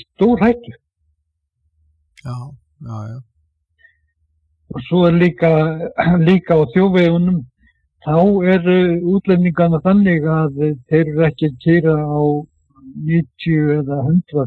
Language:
Icelandic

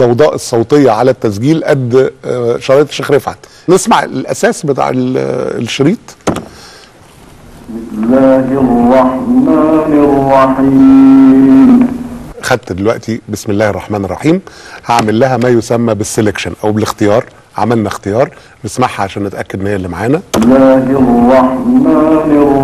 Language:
Egyptian Arabic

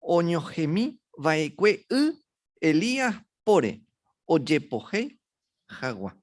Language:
Guarani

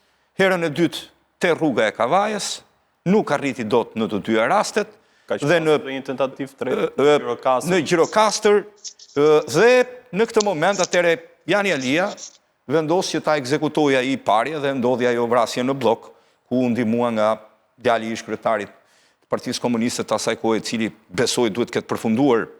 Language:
Albanian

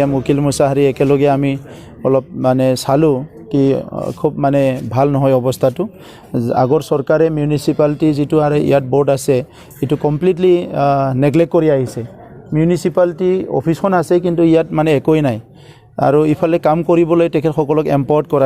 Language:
Assamese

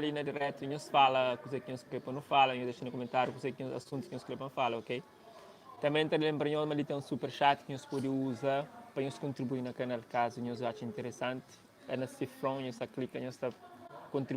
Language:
Kabuverdianu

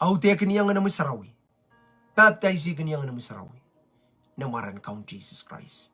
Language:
Pohnpeian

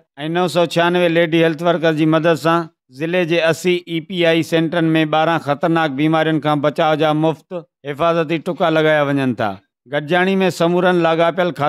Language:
Sindhi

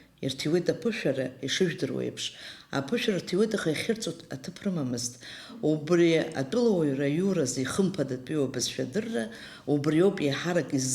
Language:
Abkhazian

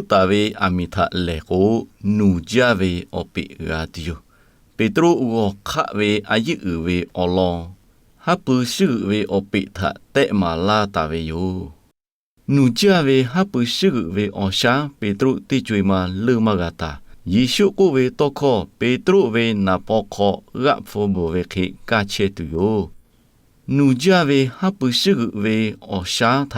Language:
Lahu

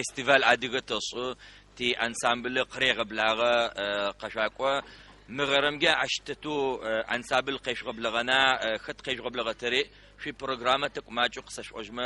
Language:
Adyghe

